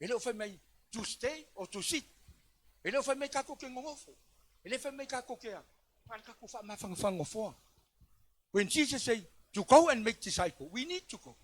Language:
Samoan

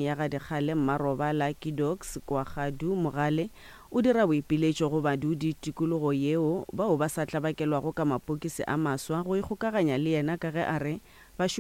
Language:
Northern Sotho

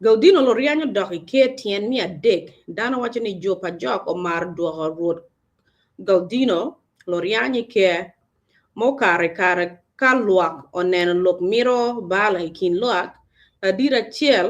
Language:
Acoli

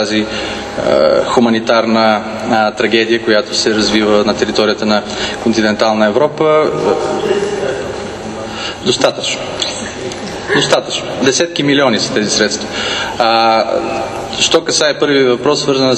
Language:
Bulgarian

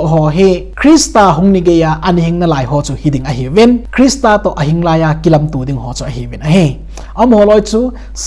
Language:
Thado Chin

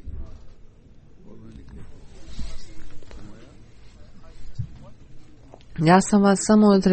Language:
Bosnian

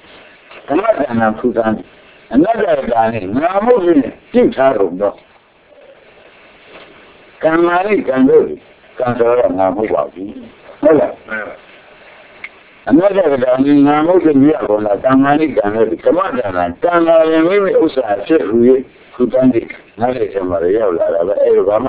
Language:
Burmese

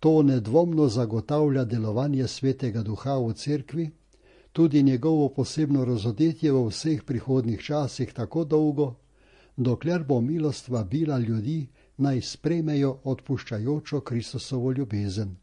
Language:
Slovenian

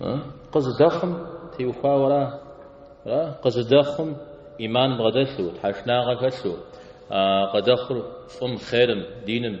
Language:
Kabardian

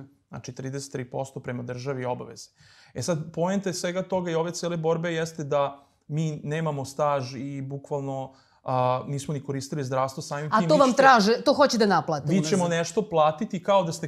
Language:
Serbian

